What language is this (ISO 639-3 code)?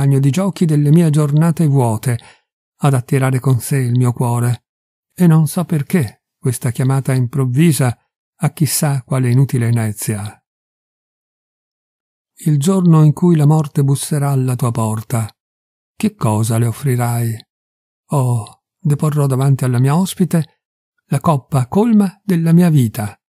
ita